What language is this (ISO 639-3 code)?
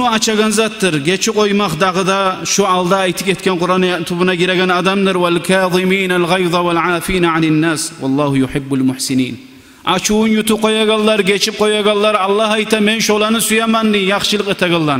kum